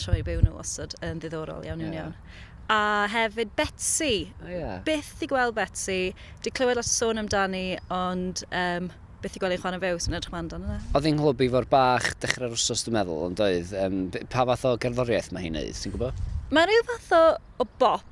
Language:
Welsh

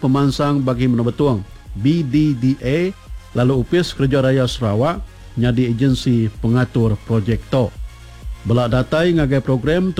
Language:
Iban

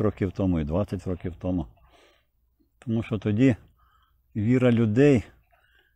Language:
Ukrainian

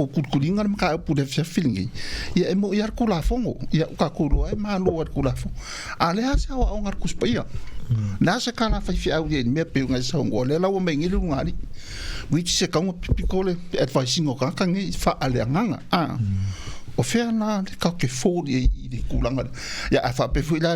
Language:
Samoan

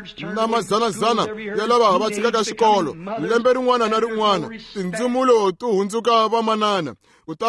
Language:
Tsonga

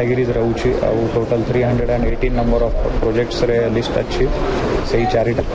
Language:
Odia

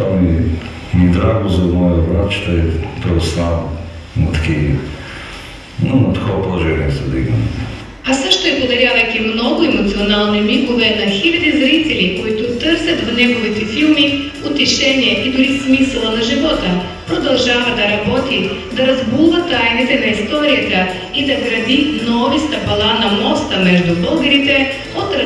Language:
Bulgarian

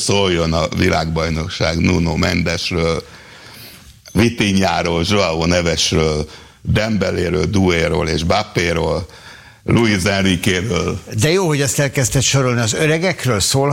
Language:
Hungarian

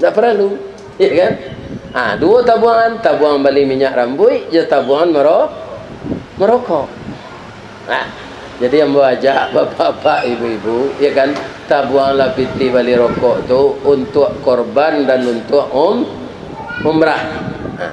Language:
Minangkabau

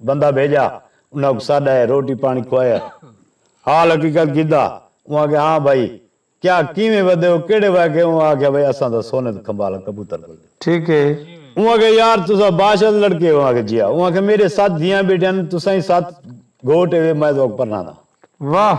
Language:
Saraiki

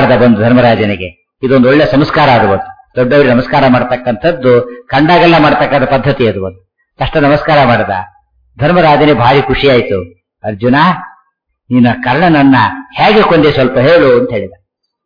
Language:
Kannada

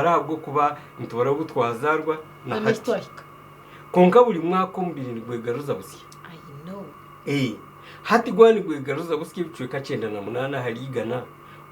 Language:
Nyankole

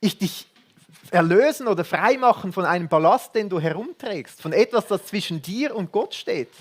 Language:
Swiss German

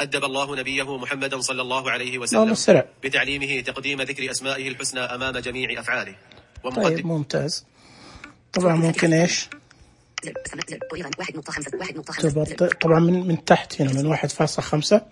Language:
Najdi Arabic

